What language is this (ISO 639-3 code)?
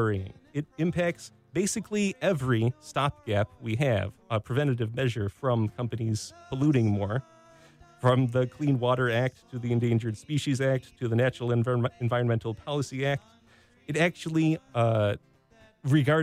eng